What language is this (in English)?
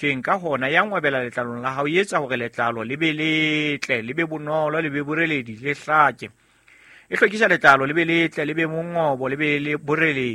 Southern Sotho